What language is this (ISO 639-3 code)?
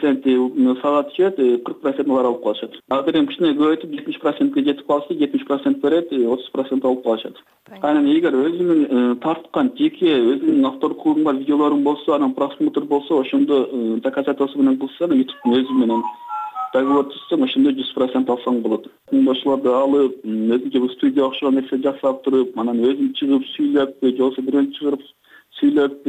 kir